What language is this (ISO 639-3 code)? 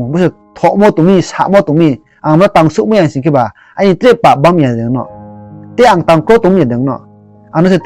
ria